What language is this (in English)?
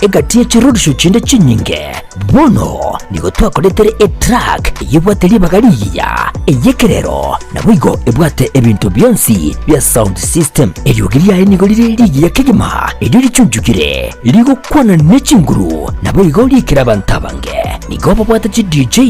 Gusii